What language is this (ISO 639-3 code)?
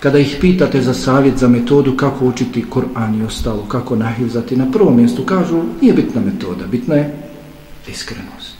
bos